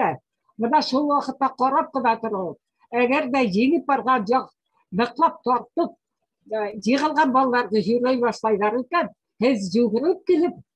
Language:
Bashkir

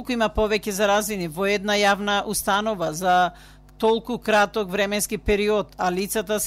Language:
Macedonian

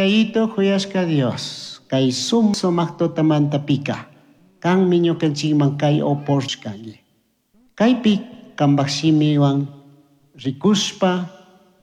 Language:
Chimborazo Highland Quichua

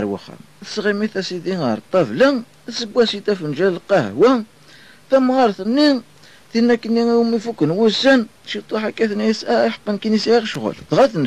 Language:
Kabyle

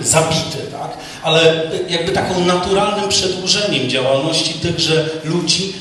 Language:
Polish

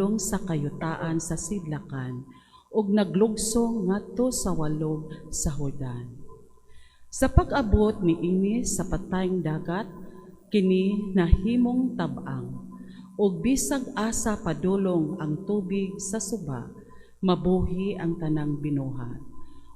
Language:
Cebuano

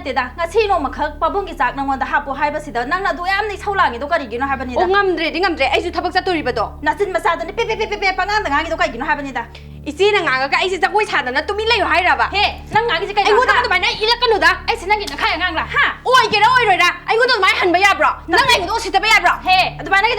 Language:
Manipuri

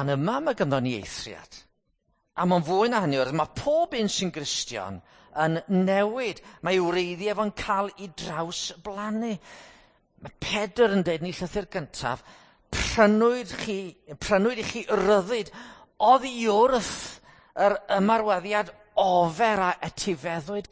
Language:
Welsh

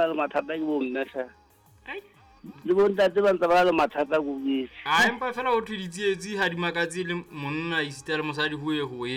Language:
Southern Sotho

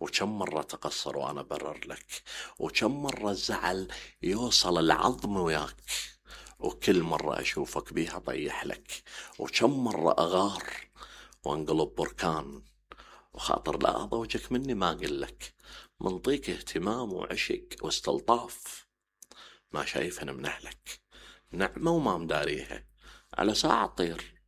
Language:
Mesopotamian Arabic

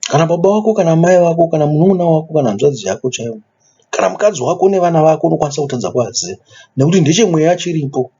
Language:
Shona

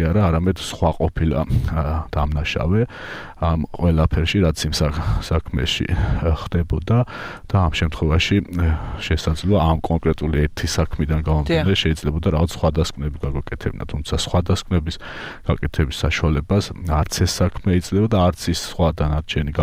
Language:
Georgian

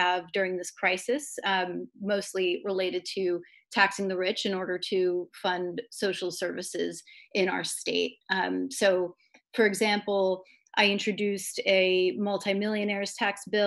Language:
English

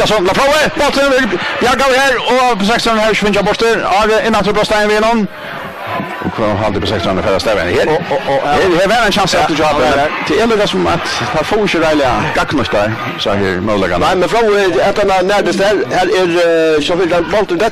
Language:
Faroese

